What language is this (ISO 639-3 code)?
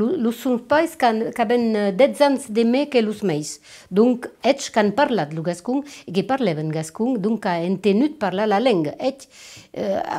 oci